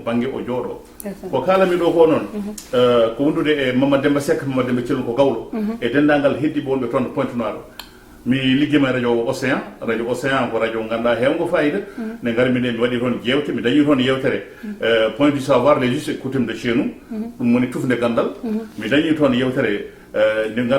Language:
Fula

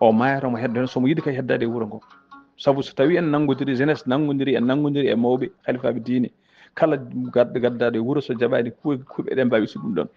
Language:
Fula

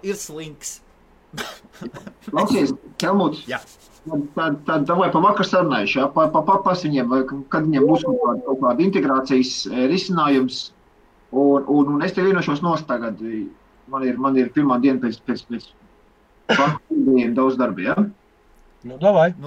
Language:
Latvian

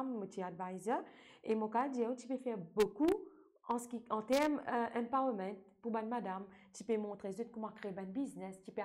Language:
Morisyen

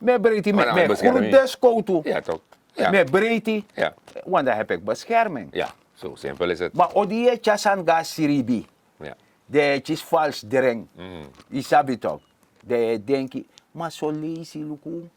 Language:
Sranan Tongo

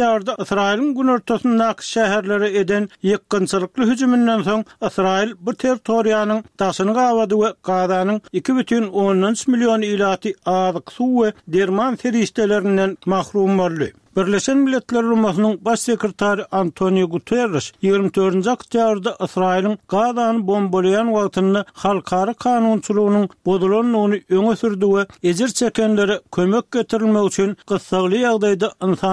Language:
Turkmen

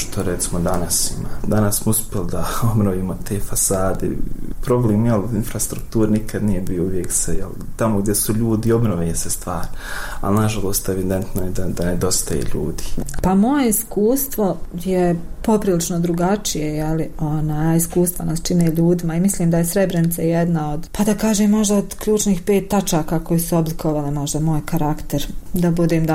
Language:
Bosnian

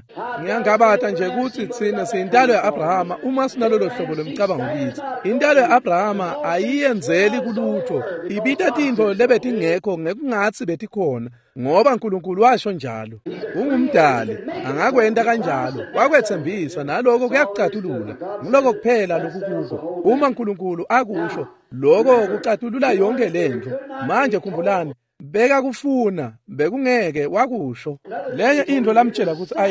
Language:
Swati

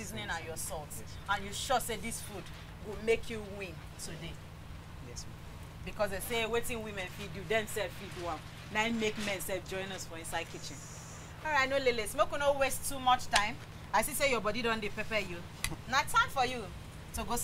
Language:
Nigerian Pidgin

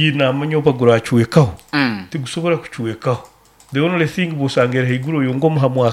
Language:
Nyoro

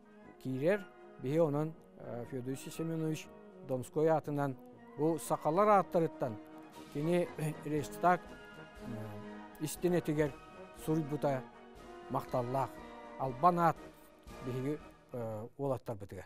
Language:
Yakut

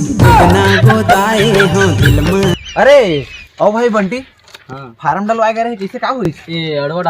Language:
Chhattisgarhi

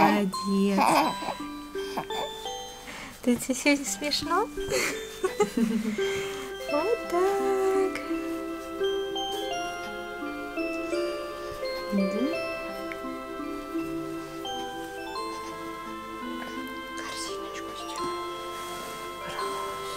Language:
Russian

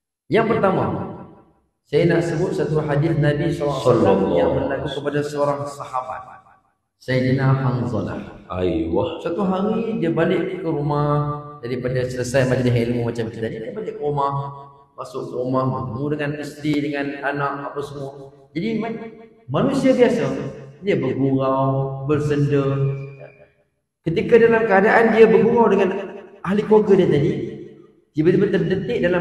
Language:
Malay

